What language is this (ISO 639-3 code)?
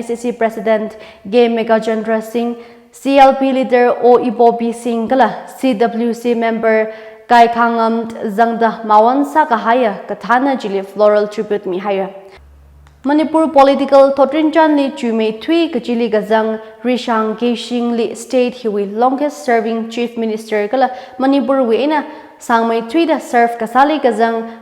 nmf